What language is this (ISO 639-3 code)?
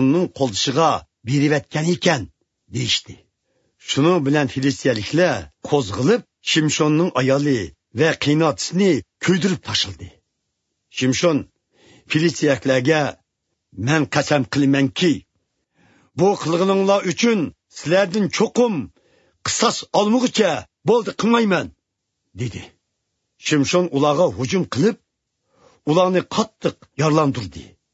uig